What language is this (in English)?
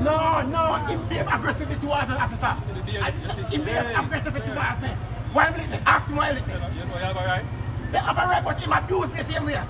Jamaican Creole English